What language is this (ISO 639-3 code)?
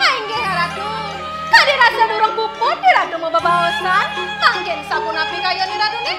ban